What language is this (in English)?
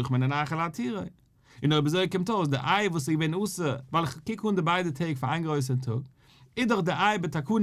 Yiddish